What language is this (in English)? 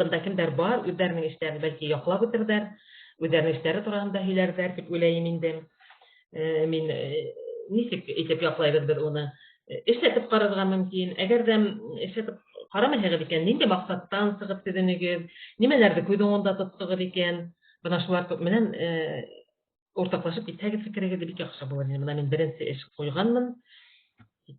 Bashkir